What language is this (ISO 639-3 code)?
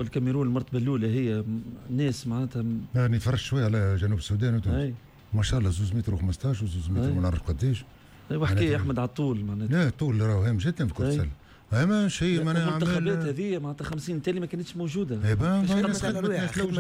aeb